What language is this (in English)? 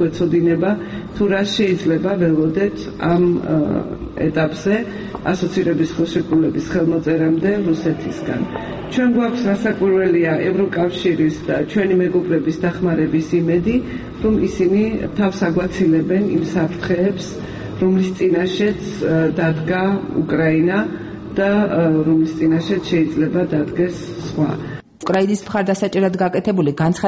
Georgian